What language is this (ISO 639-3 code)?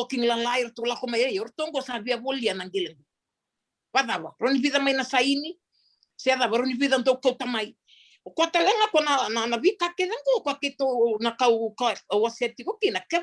fij